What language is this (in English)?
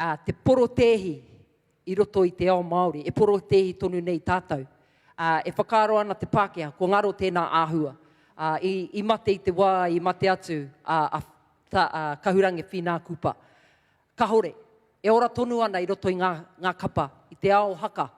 Māori